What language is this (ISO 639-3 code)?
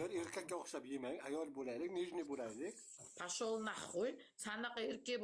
uzb